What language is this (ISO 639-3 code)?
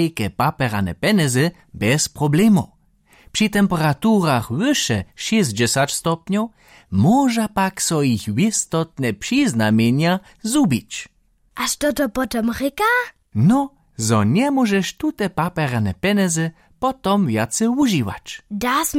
hsb